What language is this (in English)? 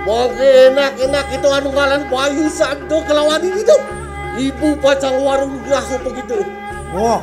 Balinese